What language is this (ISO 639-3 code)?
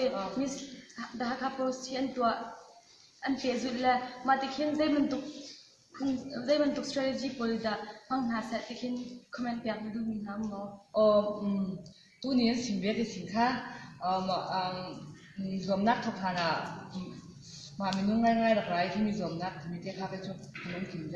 cnh